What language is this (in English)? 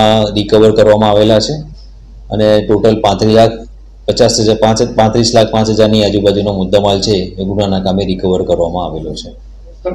Gujarati